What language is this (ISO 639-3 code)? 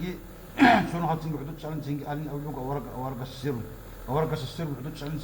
ava